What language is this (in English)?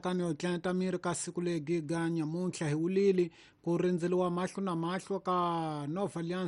Tsonga